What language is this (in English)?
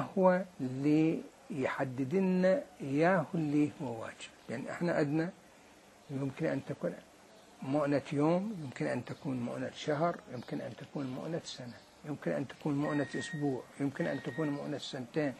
Mesopotamian Arabic